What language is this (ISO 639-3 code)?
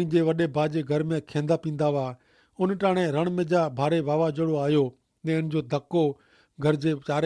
kfr